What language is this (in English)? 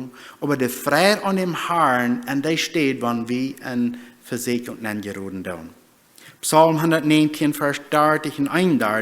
Plautdietsch